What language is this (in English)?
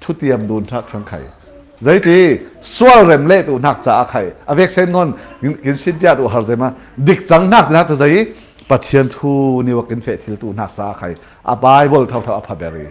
Falam Chin